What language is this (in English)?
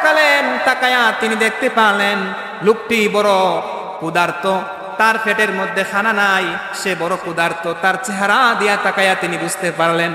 Sylheti